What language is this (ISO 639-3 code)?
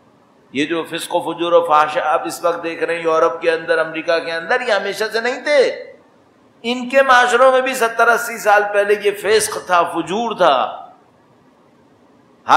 urd